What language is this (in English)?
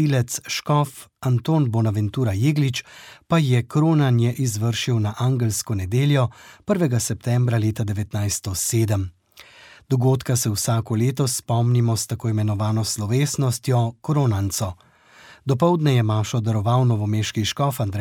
Slovenian